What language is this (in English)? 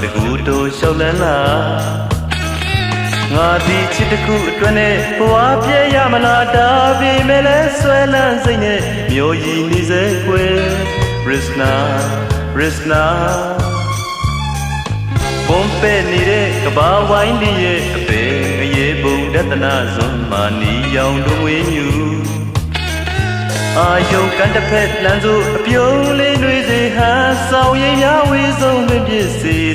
Burmese